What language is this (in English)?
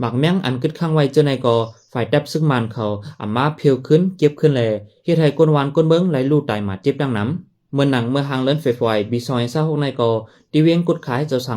Shan